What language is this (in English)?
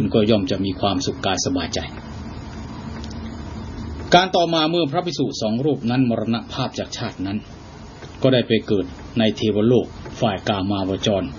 Thai